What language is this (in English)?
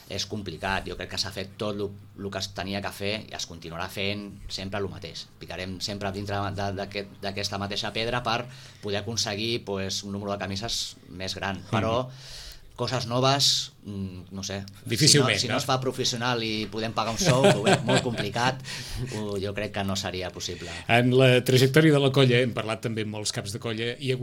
Catalan